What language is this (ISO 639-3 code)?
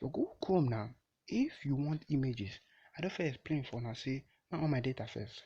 pcm